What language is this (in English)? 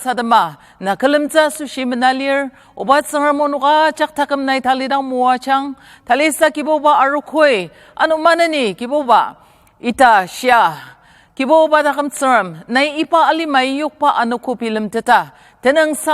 Ao Naga